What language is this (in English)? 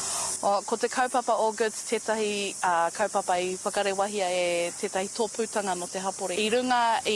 Māori